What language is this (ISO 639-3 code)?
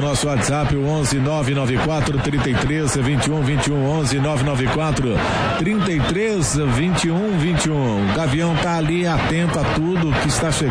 por